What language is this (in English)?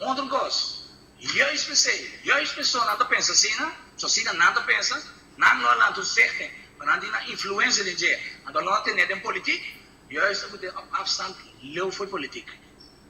Papiamento